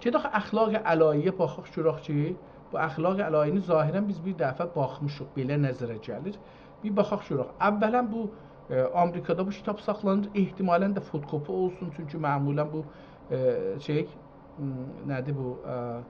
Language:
South Azerbaijani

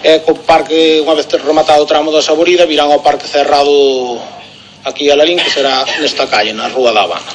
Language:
Galician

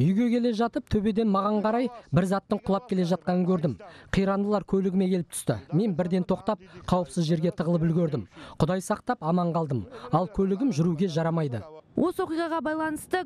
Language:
Kazakh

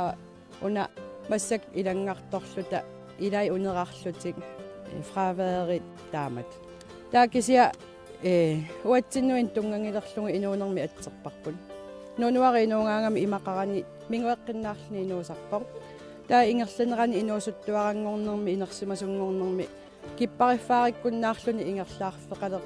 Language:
Kalaallisut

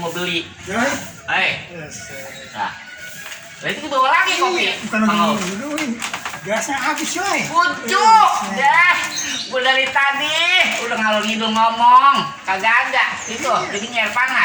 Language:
Betawi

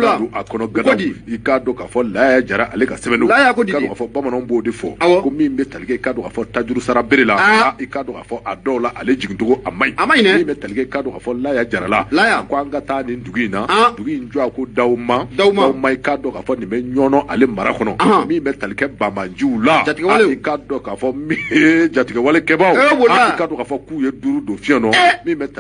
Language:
Bambara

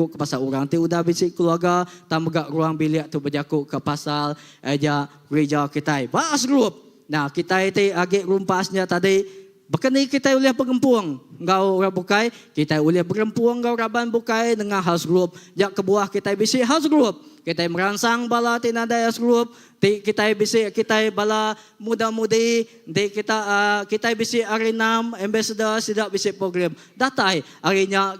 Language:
Iban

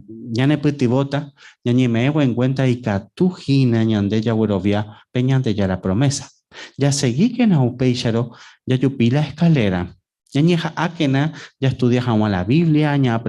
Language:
Guarani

